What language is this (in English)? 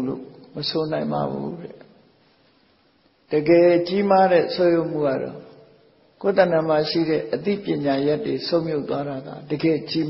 Burmese